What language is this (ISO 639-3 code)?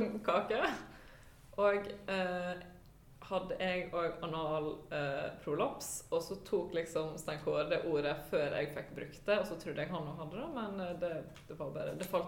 nor